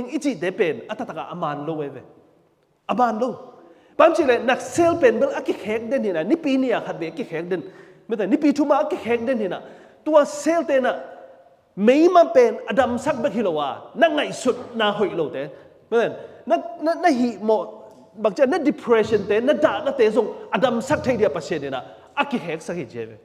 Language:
Tedim Chin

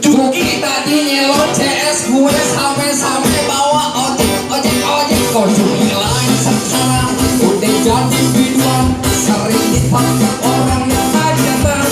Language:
Betawi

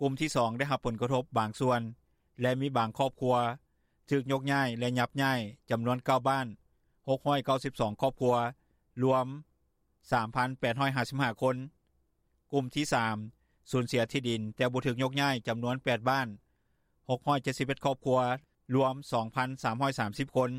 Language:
Lao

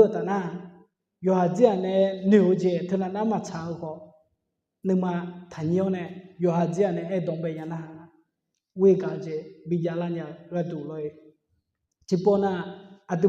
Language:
Akha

